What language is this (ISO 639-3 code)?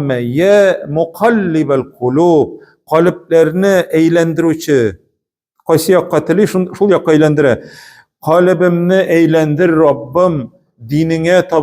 tat